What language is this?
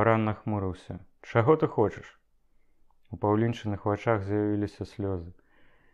Belarusian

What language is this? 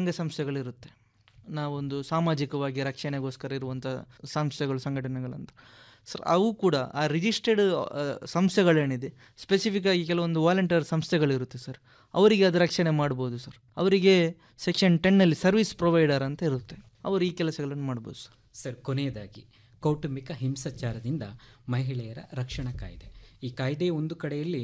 Kannada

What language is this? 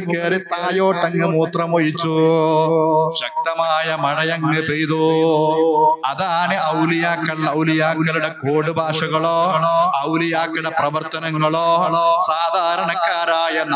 Malayalam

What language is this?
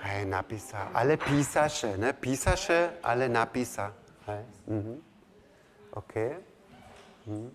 Upper Sorbian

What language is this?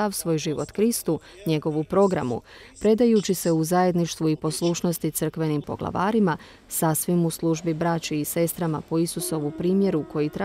Croatian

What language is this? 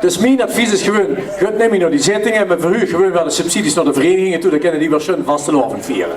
Limburgish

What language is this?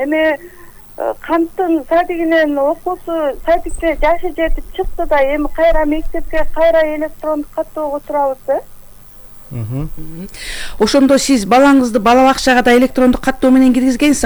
Kyrgyz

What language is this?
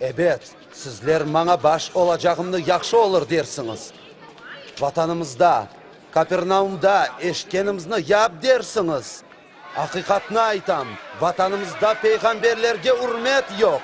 Crimean Tatar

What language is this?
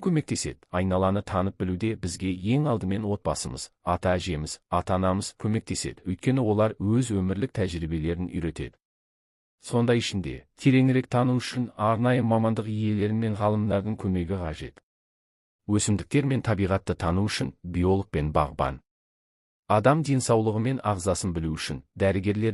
Kazakh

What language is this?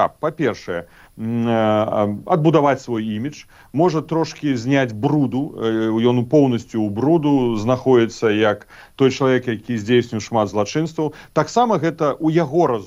Belarusian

